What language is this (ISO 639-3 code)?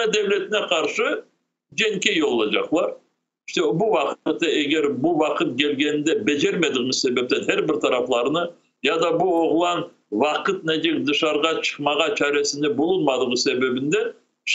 crh